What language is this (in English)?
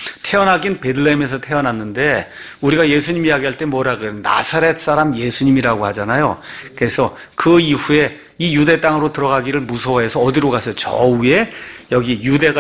Korean